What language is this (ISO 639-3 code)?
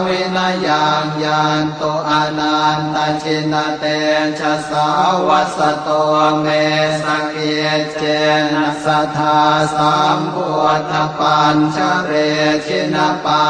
pli